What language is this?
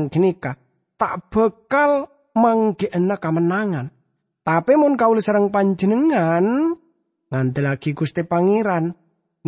Madurese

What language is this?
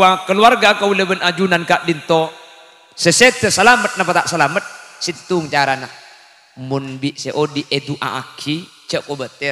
Madurese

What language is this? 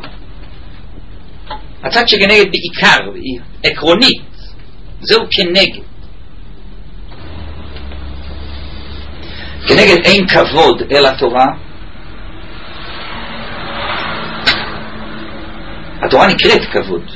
Hebrew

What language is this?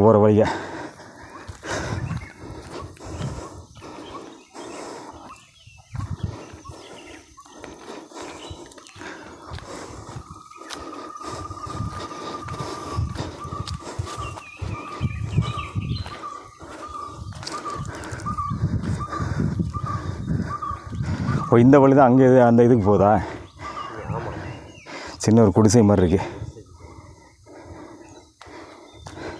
Tamil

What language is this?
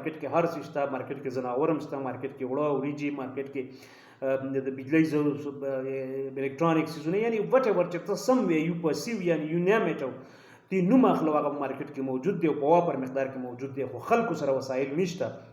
Pashto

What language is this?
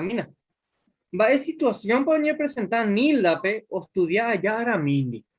Guarani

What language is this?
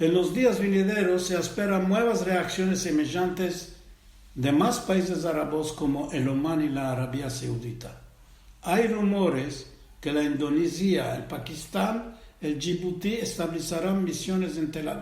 Ladino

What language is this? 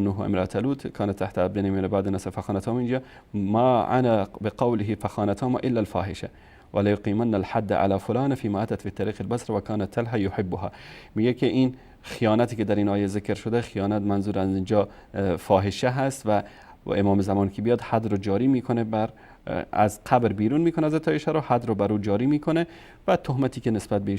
Persian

